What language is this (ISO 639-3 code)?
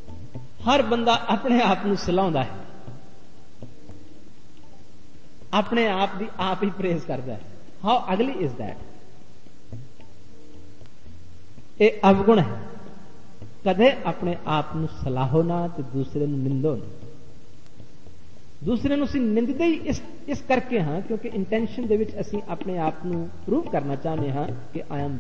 pan